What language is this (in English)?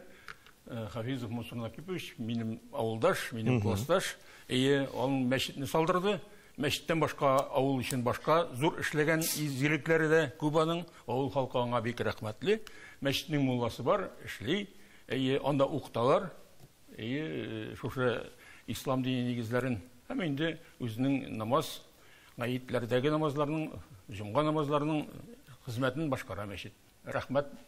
Tatar